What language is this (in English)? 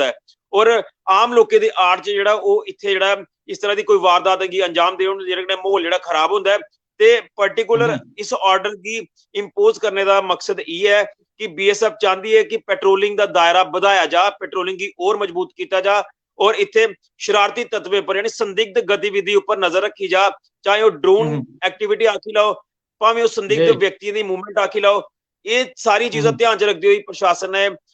Dogri